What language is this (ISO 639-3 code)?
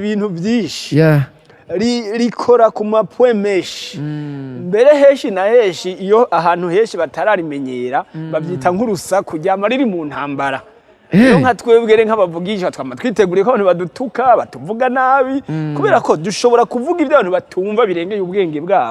run